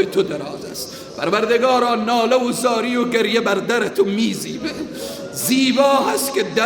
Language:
Persian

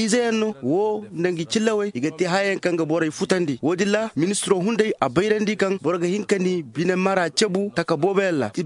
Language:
Zarma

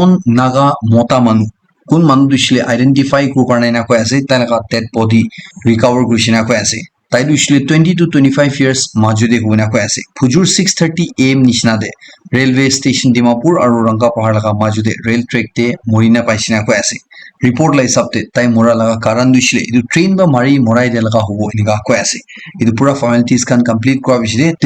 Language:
Naga Pidgin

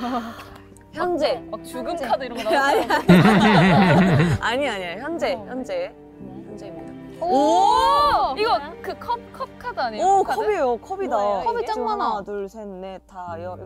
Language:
Korean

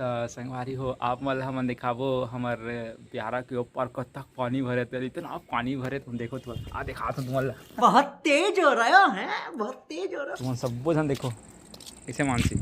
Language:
Chhattisgarhi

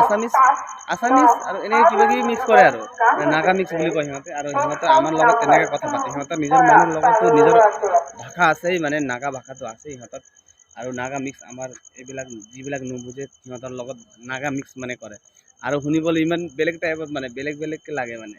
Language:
Assamese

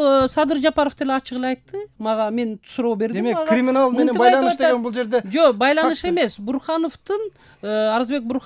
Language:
Kyrgyz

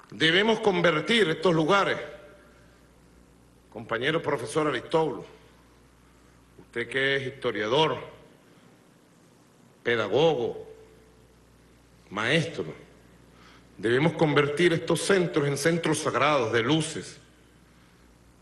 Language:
Spanish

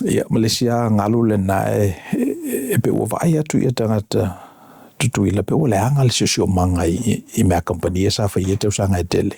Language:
Samoan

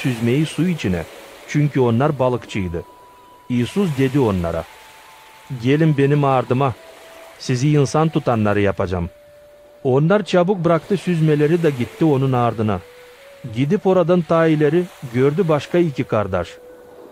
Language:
Gagauz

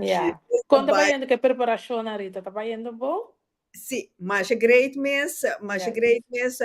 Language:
Papiamento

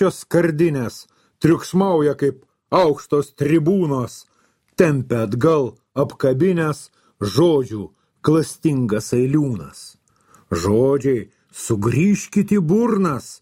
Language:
Lithuanian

